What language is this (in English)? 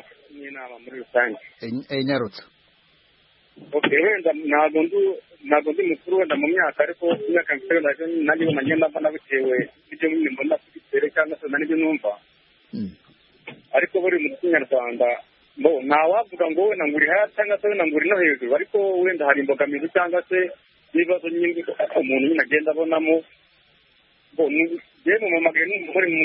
Kinyarwanda